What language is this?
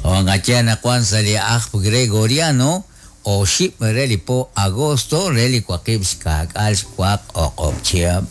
Kekchí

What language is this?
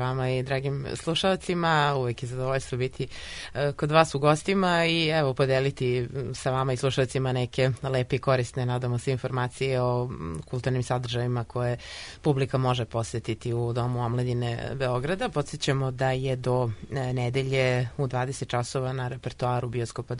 Serbian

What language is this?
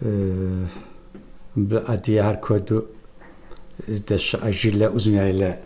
Kabardian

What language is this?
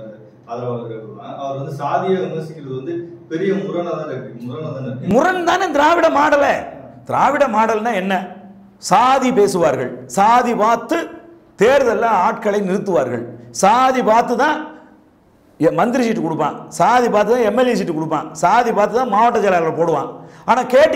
Tamil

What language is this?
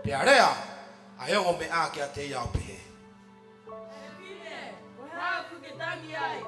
Tongan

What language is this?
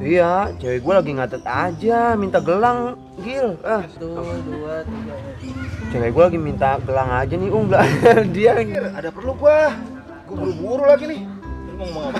Betawi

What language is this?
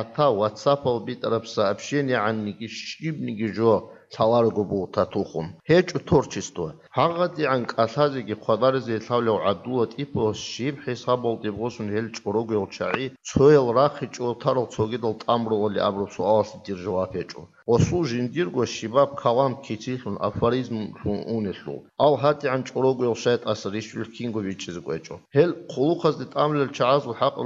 Avaric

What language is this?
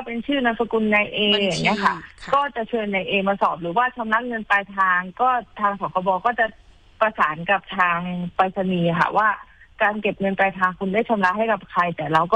Thai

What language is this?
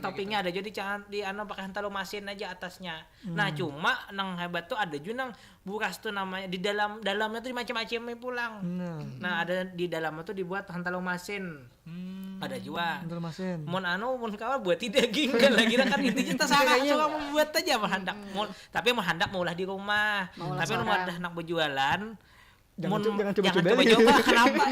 Banjar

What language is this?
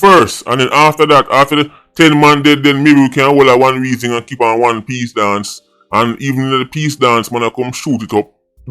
Jamaican Creole English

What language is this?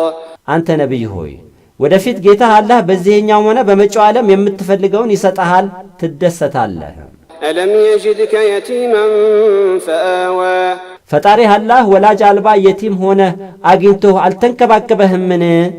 Amharic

